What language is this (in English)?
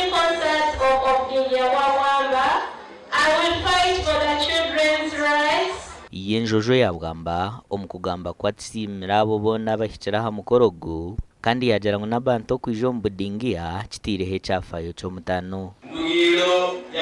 Nyankole